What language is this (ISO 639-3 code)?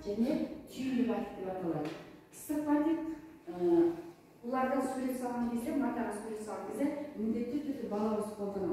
kaz